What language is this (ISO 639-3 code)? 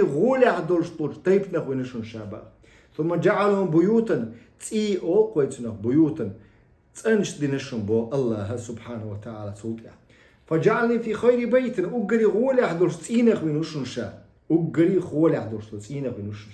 che